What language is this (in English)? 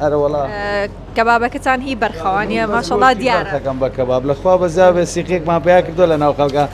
Central Kurdish